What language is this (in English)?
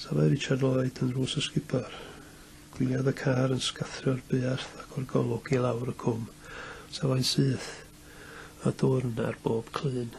Welsh